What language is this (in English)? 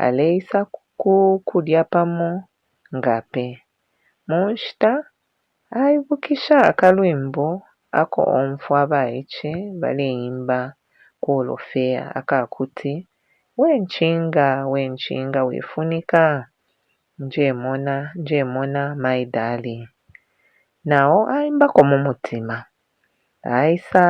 Bemba